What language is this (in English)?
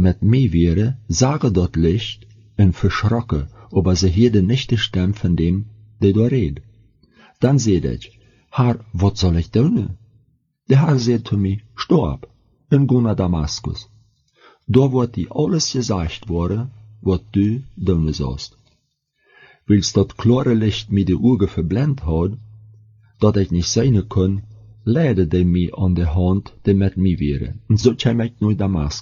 German